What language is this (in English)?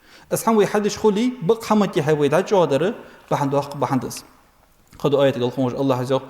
Ingush